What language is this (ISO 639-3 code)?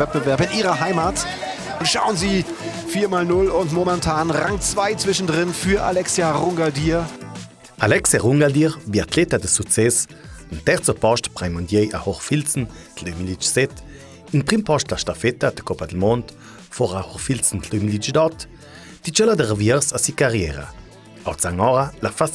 lld